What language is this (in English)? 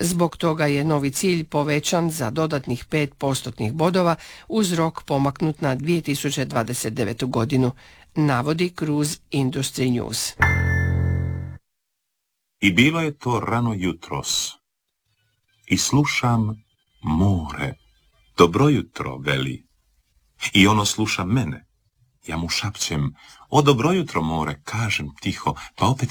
Croatian